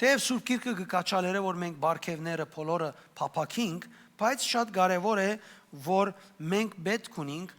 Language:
Western Armenian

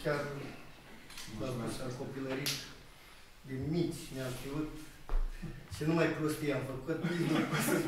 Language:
Romanian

